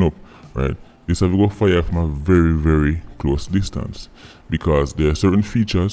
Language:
Jamaican Creole English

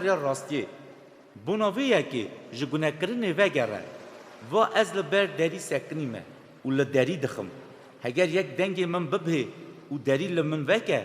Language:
Kurdish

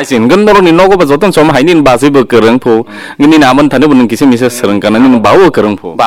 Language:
Kok Borok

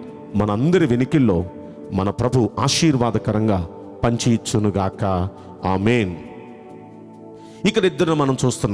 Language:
Telugu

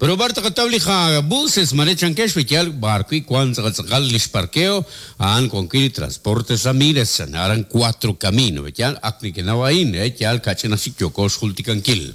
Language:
Kekchí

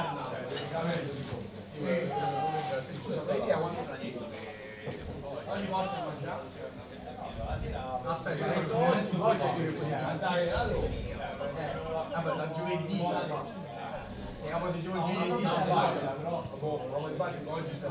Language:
Italian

